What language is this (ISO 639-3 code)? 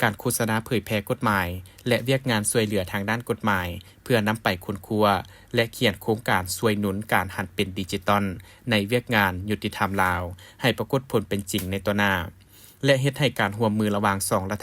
lao